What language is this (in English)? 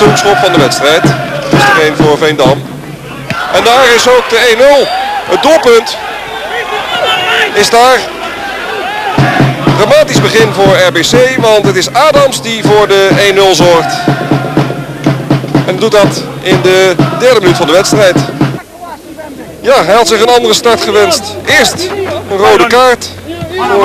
Dutch